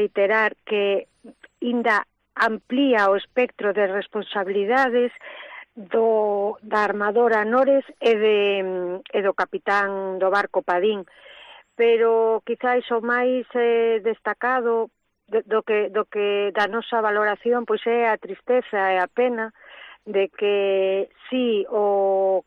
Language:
Galician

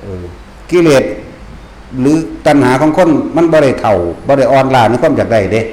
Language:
Northeastern Thai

